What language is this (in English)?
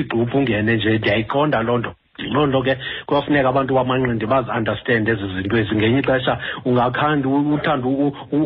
Xhosa